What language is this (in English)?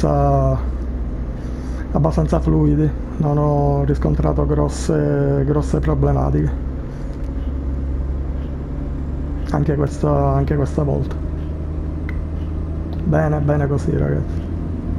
Italian